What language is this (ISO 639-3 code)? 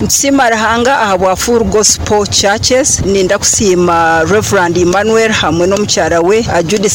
nyn